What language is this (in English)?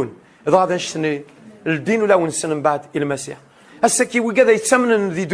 Kabyle